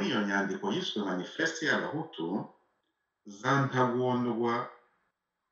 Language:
Kinyarwanda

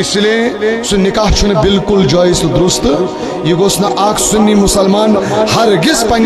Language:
Kashmiri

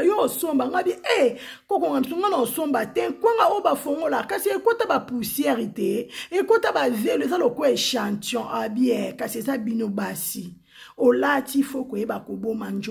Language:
Lingala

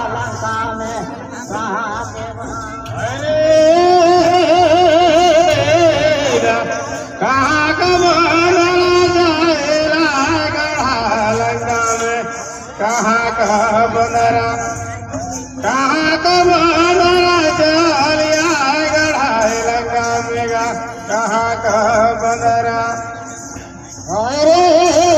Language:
Bhojpuri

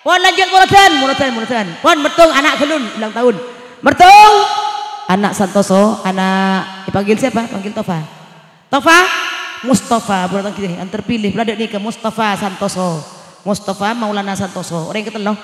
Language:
Madurese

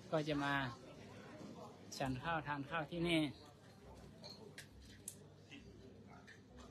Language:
Thai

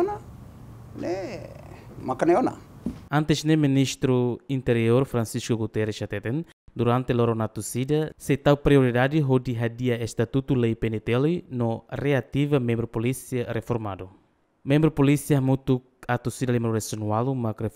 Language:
Tetum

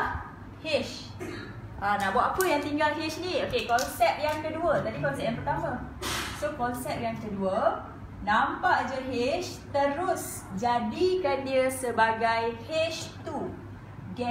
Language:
Malay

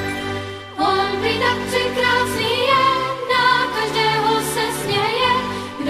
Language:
Czech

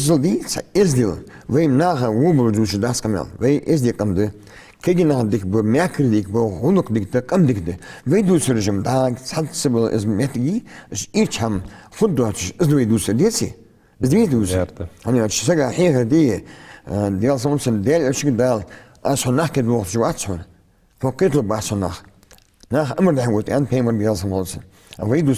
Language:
Ingush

